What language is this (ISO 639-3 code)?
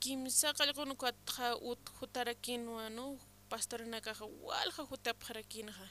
aym